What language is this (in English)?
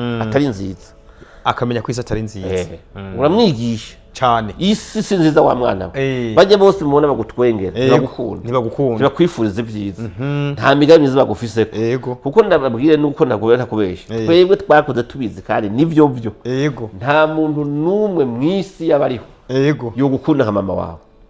Rundi